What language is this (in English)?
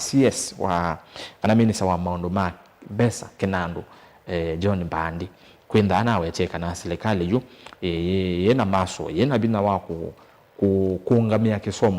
Kamba